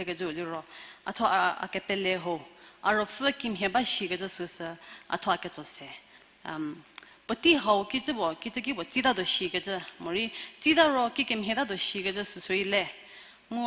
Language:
Angami Naga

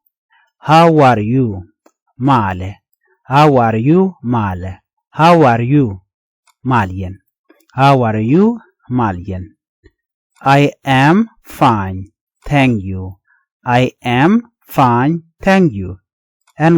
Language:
Nuer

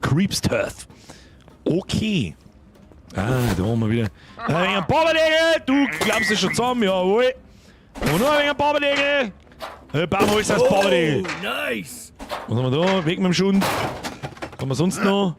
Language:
Bavarian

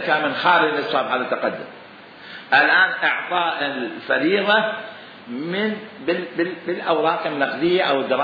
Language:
Mesopotamian Arabic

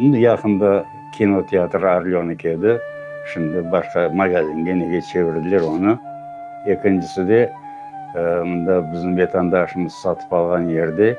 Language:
Crimean Tatar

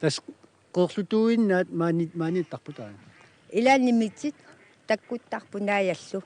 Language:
Kalaallisut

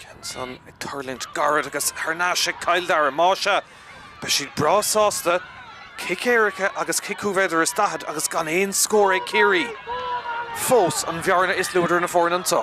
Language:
Irish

